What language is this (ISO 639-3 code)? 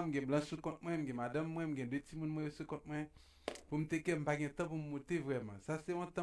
hat